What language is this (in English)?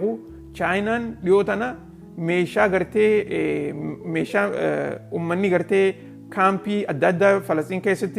Oromo